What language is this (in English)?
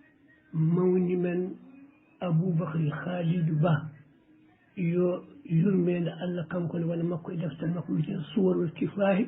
Fula